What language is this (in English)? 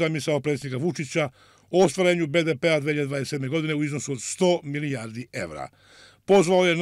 Serbian